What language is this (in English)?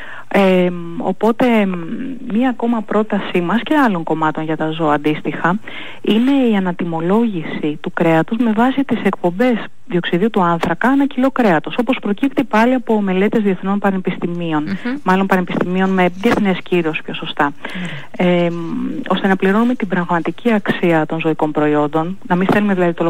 Greek